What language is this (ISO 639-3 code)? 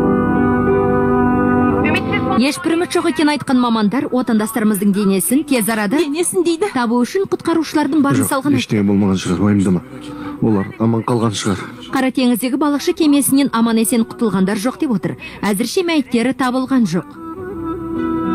kaz